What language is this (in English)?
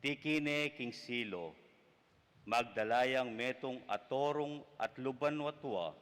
Pampanga